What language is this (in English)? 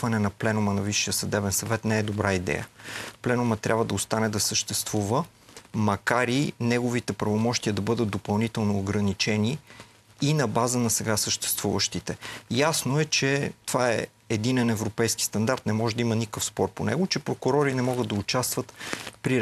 Bulgarian